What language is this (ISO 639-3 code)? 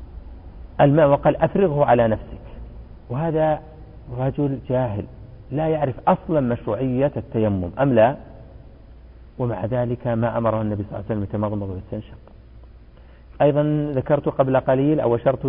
ara